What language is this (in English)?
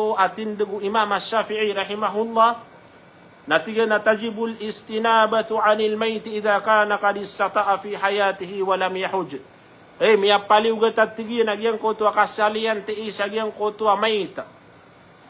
Maranao